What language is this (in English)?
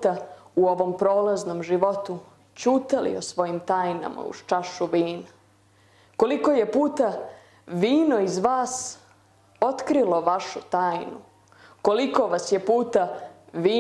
Serbian